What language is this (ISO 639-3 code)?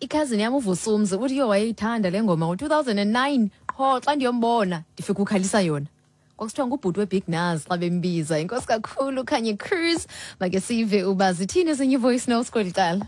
xho